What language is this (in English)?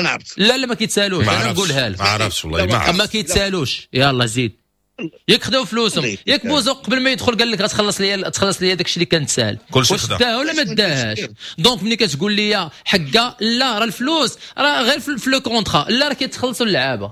Moroccan Arabic